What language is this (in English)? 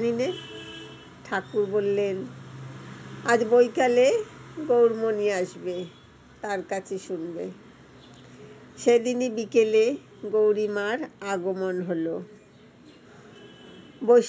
Bangla